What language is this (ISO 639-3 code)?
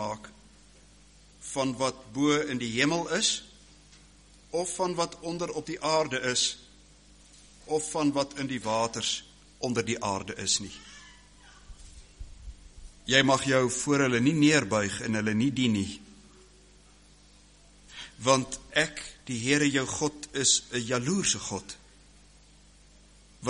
afr